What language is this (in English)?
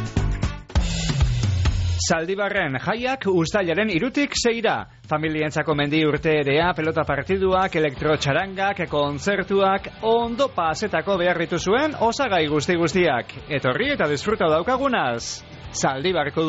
Basque